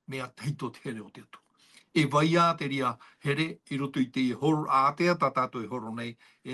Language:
Tahitian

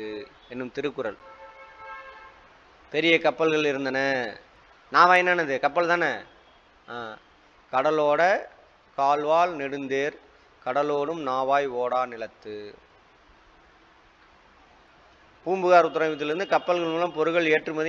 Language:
Tamil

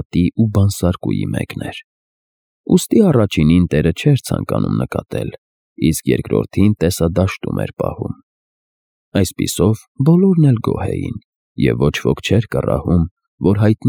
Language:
Armenian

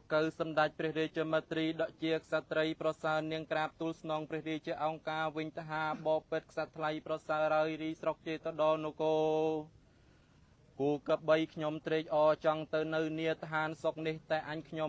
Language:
Khmer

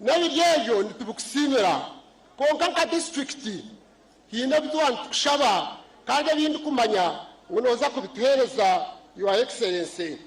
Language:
Nyankole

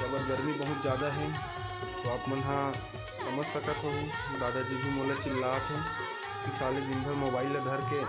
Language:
Chhattisgarhi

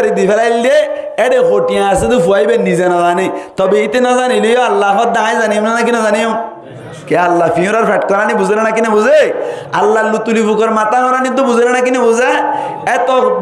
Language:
Rohingya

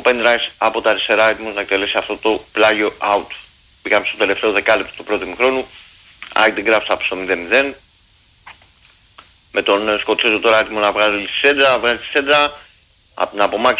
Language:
Greek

